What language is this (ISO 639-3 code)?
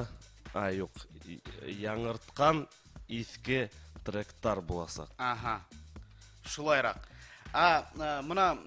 bak